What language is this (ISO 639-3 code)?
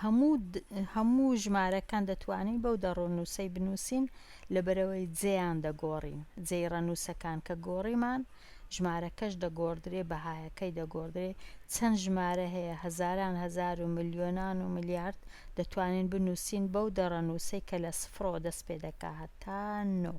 ckb